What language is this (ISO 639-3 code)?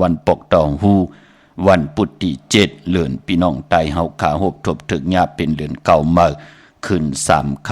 shn